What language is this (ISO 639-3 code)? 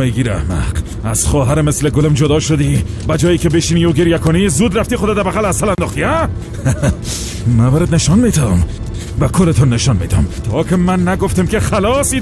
tgk